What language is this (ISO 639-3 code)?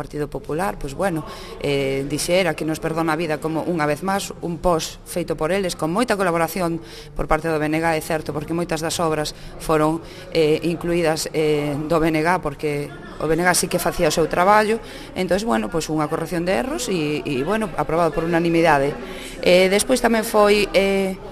glg